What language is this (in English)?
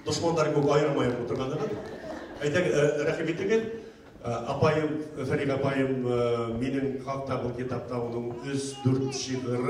Bashkir